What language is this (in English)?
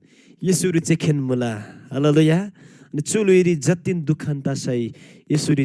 Eastern Tamang